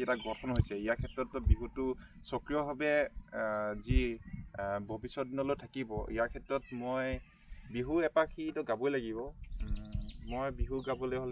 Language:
Assamese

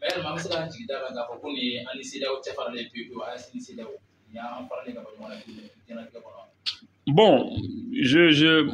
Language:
Bambara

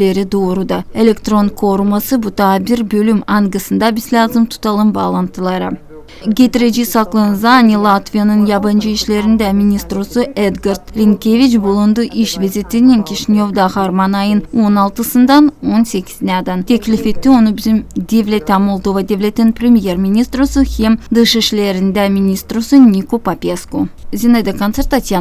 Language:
Gagauz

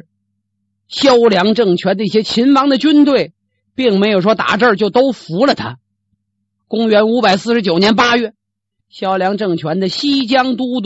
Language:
Chinese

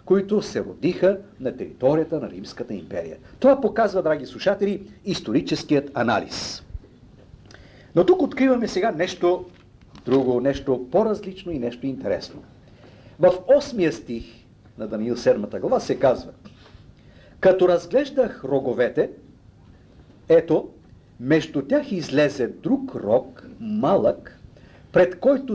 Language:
Bulgarian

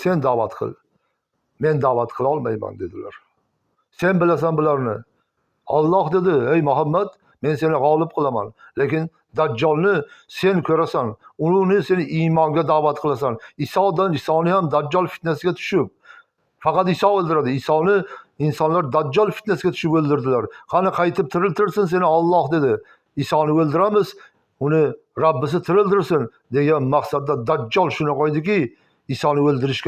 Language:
Uzbek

